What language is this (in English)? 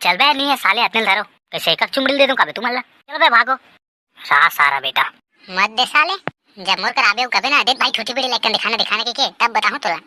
Chhattisgarhi